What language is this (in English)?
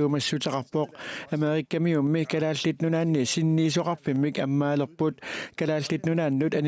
Kalaallisut